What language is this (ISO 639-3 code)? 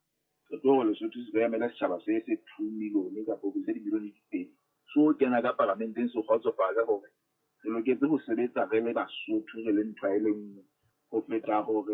sot